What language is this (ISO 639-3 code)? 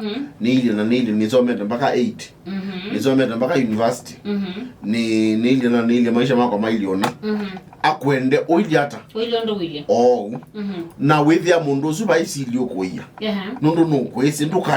kam